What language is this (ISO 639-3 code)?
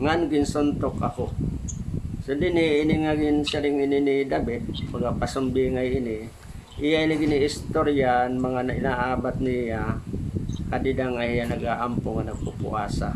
war